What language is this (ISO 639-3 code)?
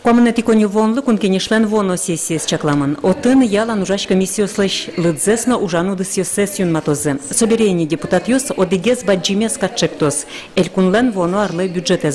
udm